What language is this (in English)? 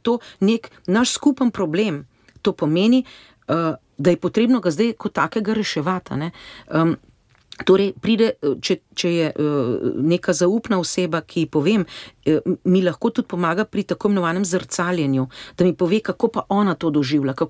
Slovenian